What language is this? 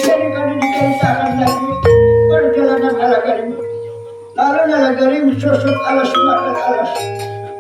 Banjar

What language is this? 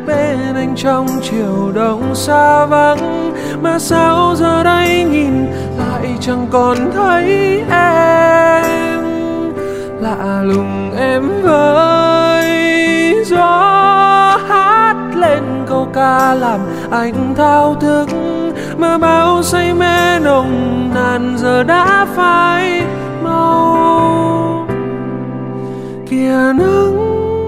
Vietnamese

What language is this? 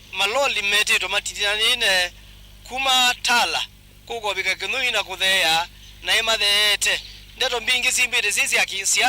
Kamba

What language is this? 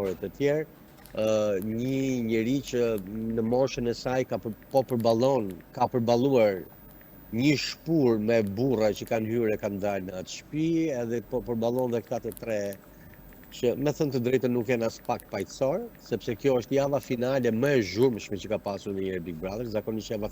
Albanian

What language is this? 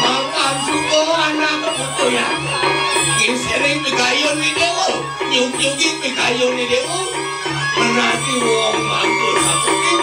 Balinese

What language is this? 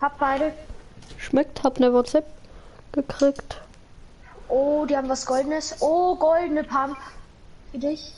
Bavarian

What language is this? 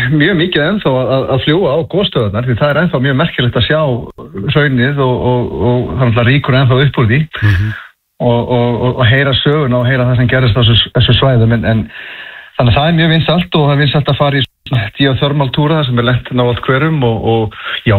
Icelandic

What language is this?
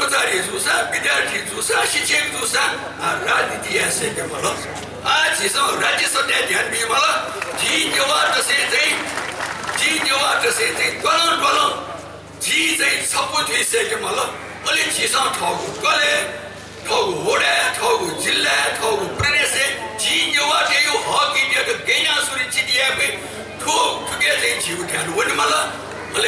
Newari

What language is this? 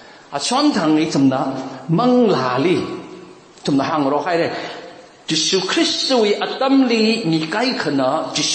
Tangkhul Naga (India)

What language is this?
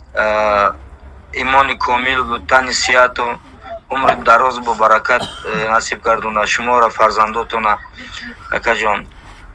Tajik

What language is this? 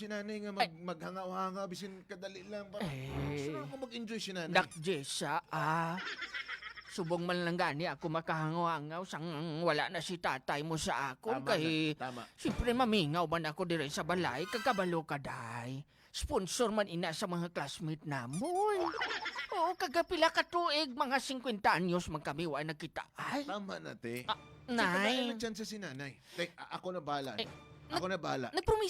Hiligaynon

